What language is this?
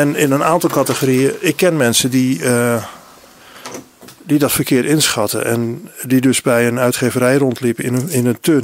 Dutch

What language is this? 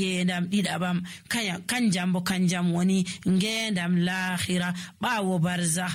Nigerian Fulfulde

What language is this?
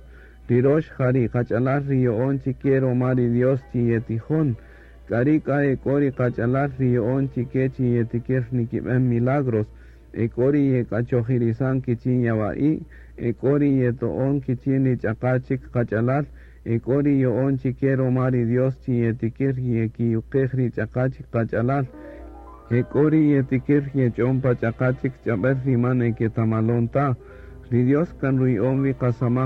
Kaqchikel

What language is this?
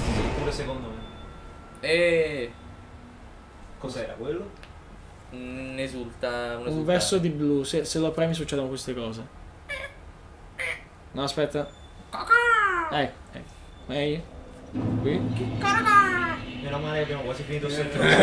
Italian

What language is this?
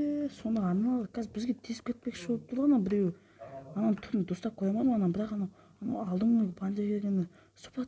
Kazakh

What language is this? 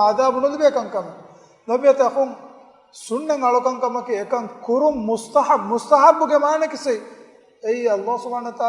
Divehi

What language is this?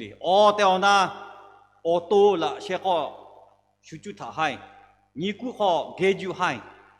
Lahu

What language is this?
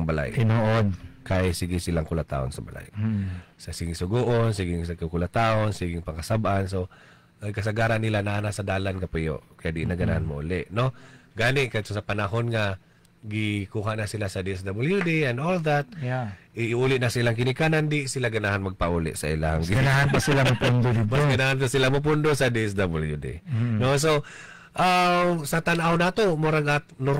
Cebuano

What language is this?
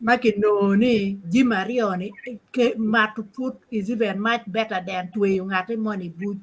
Acoli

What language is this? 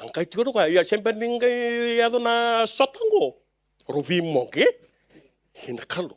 Fijian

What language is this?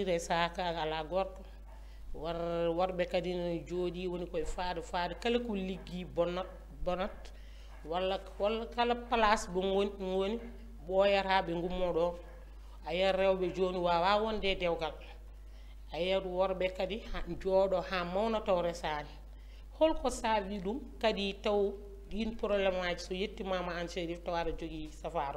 Fula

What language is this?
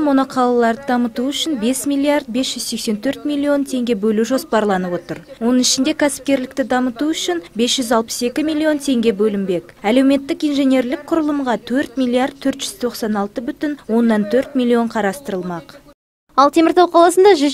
Kazakh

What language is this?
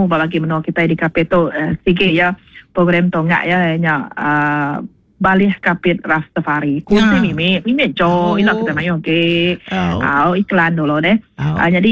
Iban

